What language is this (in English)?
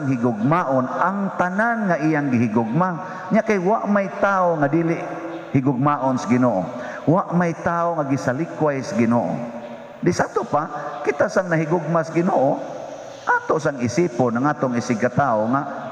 Cebuano